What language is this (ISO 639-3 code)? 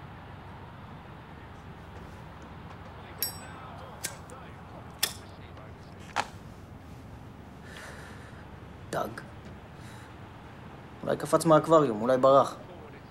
heb